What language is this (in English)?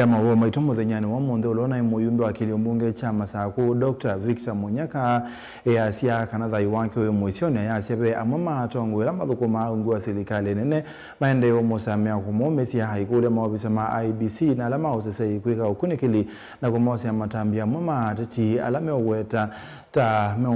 Kamba